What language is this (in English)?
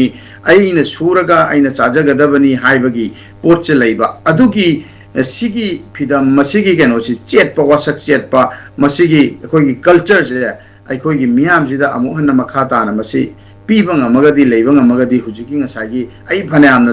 Manipuri